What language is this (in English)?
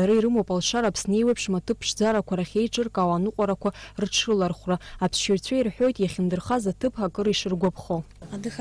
Abkhazian